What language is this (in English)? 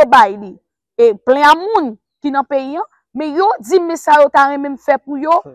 Haitian Creole